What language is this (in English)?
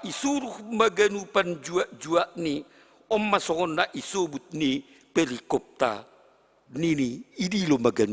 Batak Simalungun